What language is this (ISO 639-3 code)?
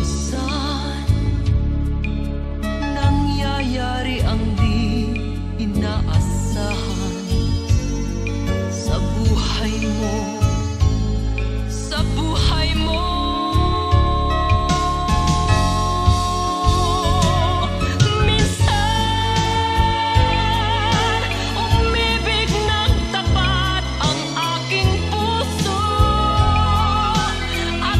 fil